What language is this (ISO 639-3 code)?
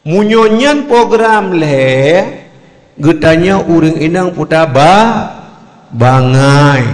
ace